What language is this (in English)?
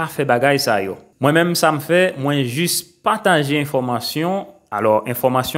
Haitian Creole